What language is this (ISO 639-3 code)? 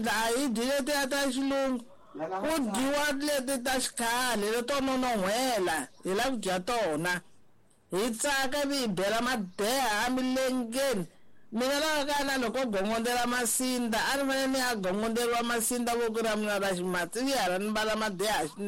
tso